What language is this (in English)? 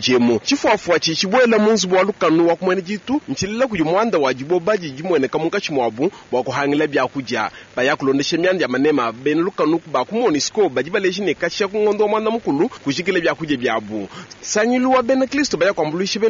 Luba-Lulua